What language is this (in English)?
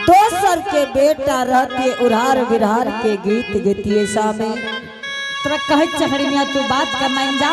Angika